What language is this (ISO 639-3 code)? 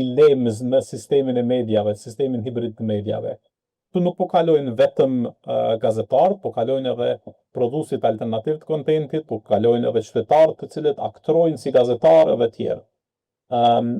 sqi